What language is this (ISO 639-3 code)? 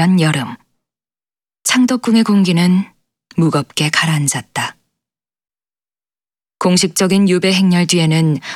kor